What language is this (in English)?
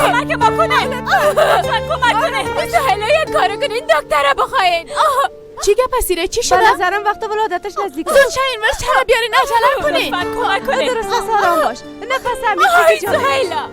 Persian